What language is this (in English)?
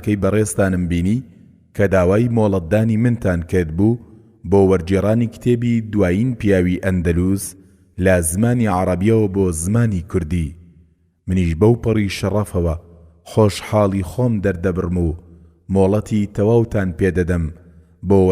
Central Kurdish